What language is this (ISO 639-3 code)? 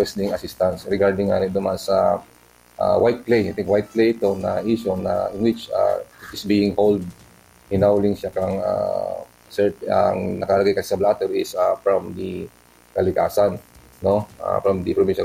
bik